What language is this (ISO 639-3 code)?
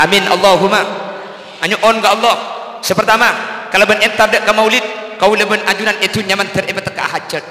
mad